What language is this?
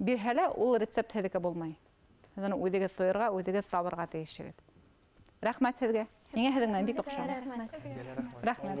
Bashkir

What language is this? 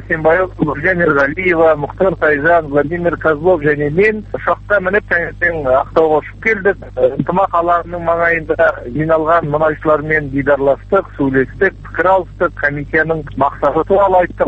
Kazakh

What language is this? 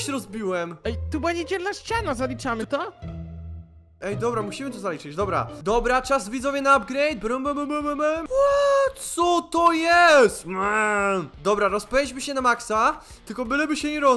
Polish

